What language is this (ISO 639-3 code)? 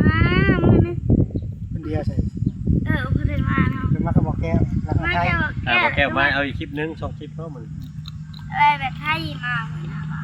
tts